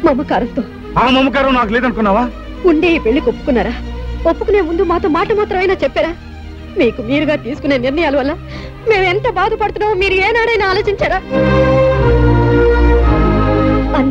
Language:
Telugu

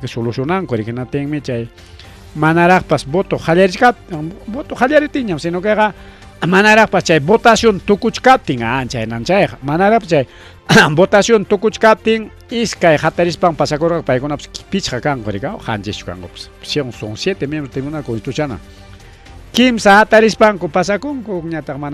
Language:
Ayacucho Quechua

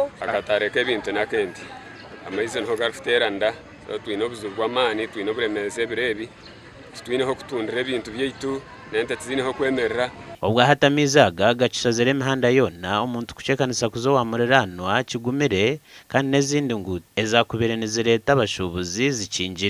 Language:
Nyankole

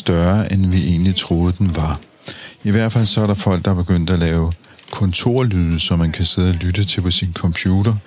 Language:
Danish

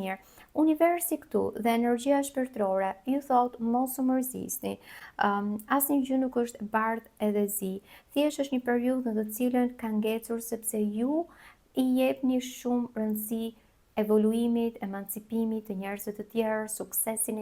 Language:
Albanian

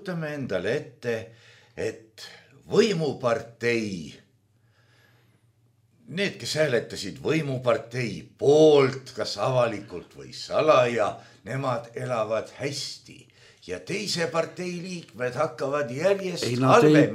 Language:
Estonian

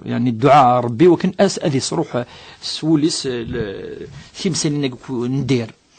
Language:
Kabyle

